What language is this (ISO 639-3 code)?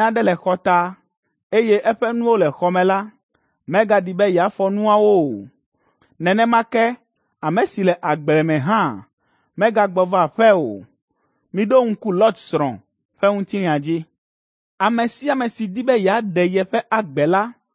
ewe